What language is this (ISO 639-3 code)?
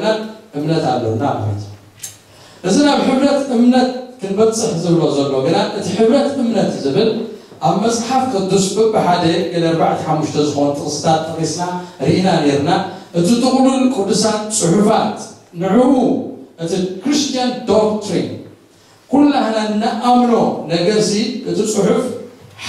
tir